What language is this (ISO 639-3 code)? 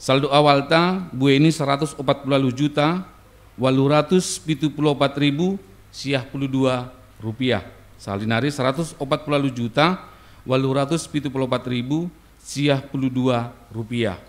bts